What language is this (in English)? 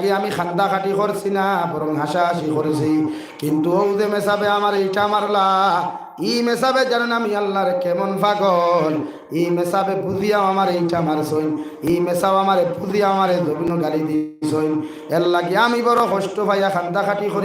Sylheti